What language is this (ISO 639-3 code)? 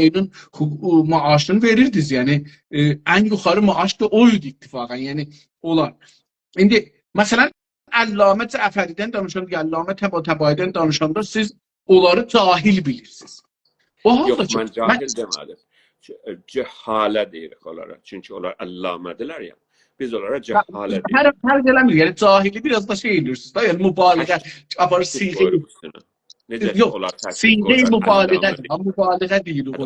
azb